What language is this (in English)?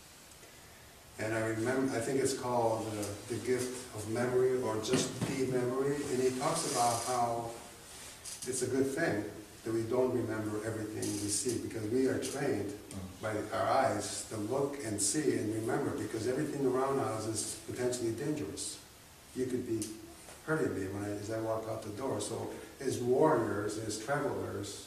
English